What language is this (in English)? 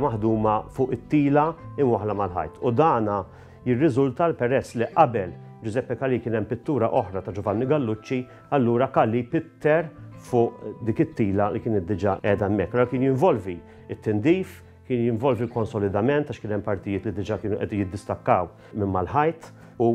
Maltese